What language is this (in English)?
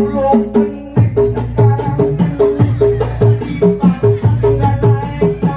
Betawi